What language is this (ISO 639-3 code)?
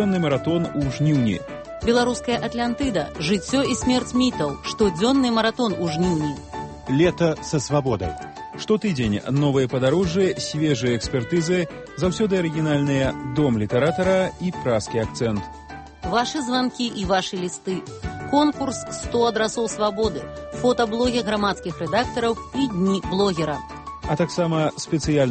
bel